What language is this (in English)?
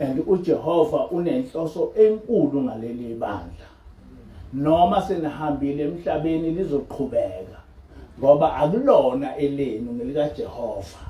Zulu